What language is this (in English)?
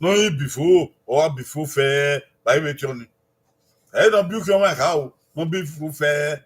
Bini